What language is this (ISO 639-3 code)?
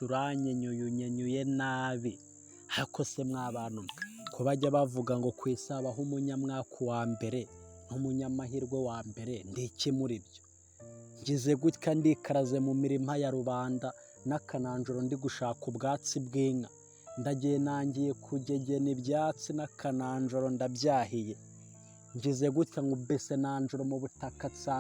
kin